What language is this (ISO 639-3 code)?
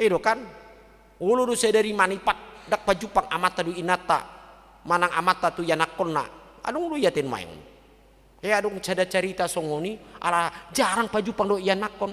bbc